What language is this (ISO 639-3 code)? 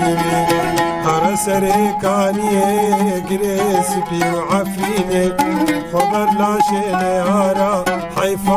kur